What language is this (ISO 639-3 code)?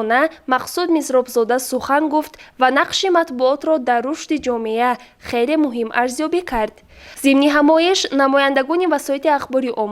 tgk